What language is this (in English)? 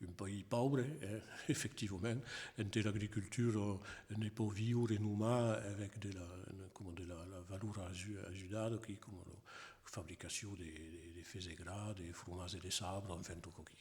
Occitan